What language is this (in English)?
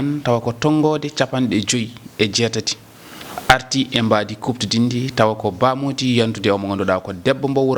Fula